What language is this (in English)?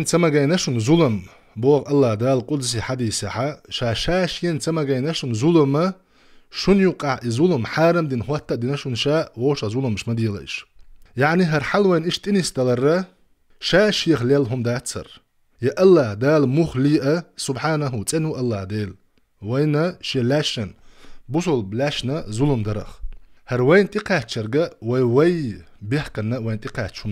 Chechen